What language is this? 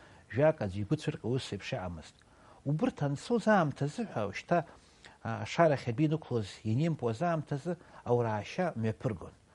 Abkhazian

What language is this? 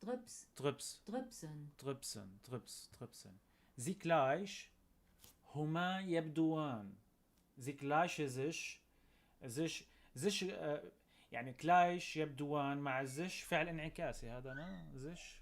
North Levantine Arabic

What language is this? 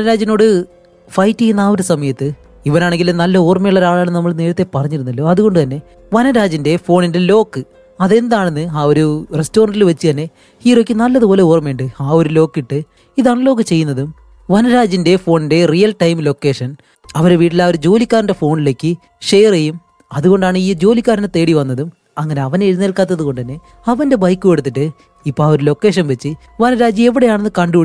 Malayalam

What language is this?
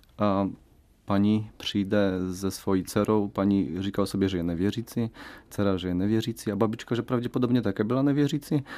Czech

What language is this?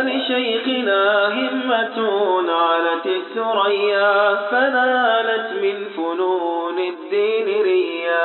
Arabic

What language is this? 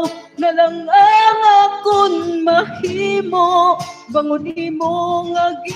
Hiligaynon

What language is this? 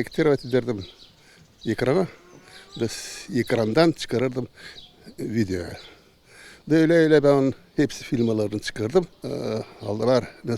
Gagauz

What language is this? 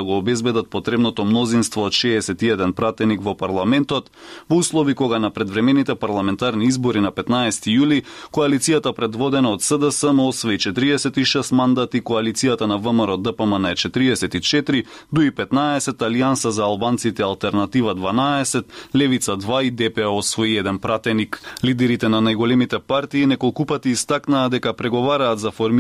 Macedonian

